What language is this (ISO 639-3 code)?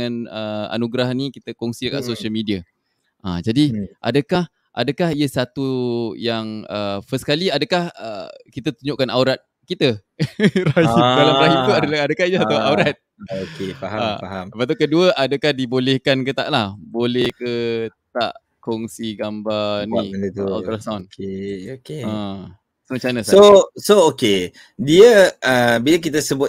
msa